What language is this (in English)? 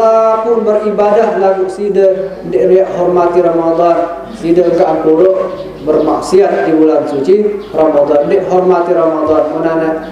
Sasak